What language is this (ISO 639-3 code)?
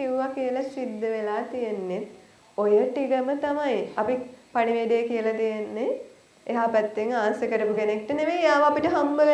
sin